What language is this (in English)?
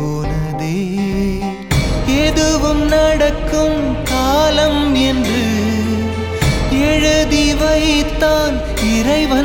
Tamil